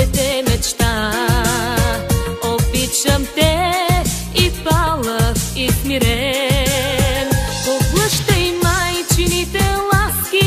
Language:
Bulgarian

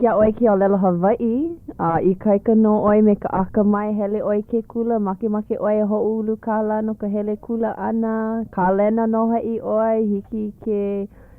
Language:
Hawaiian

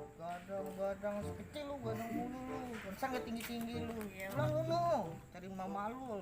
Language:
Betawi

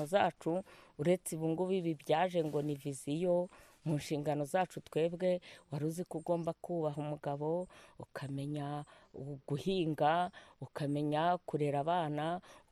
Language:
Kinyarwanda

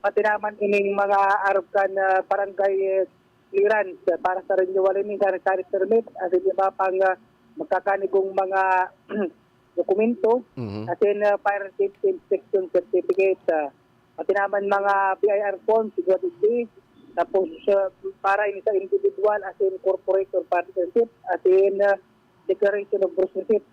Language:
Bikol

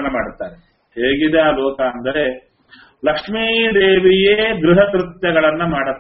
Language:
Kannada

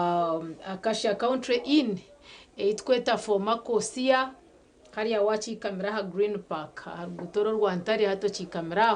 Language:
Nyankole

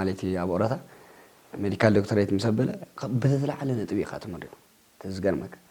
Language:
Tigrinya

